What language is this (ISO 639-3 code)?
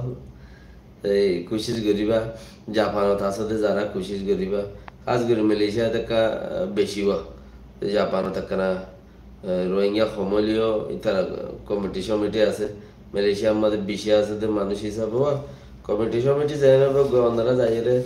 rhg